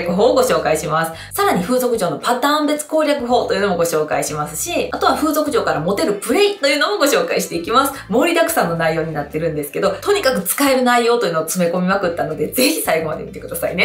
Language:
Japanese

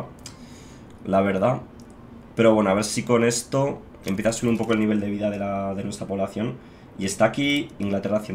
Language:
Spanish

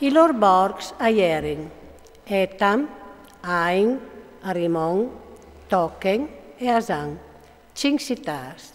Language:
Friulian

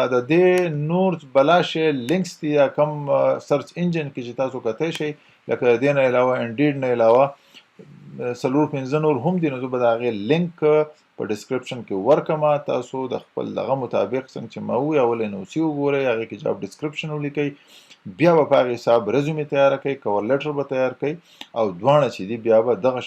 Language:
Pashto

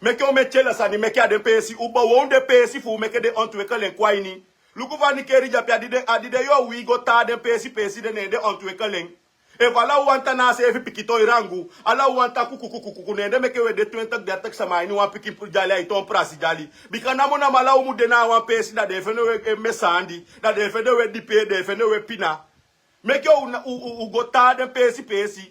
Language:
Sranan Tongo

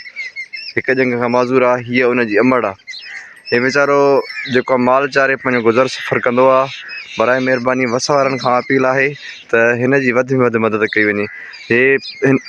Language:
Sindhi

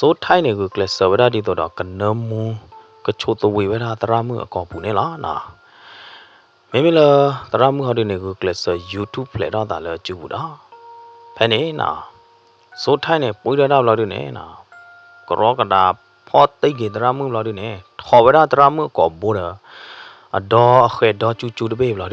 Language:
S'gaw Karen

